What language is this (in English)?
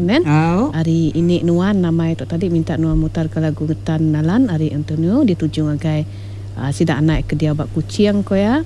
Iban